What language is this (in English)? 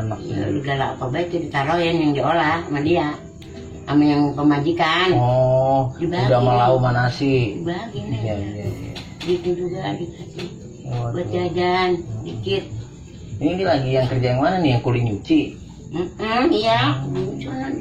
Betawi